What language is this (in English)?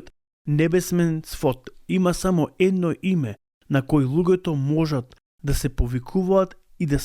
Macedonian